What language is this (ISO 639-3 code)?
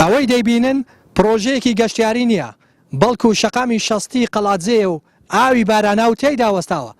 ckb